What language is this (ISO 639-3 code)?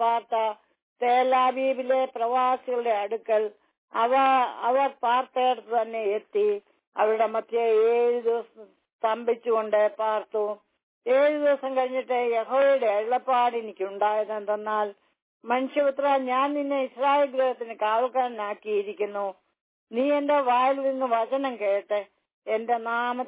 mal